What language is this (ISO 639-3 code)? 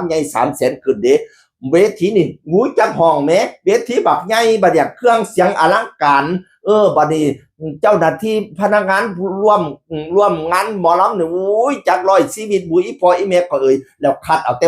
tts